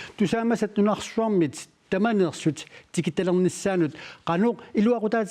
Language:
Kalaallisut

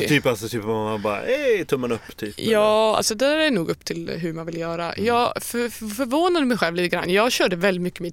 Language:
Swedish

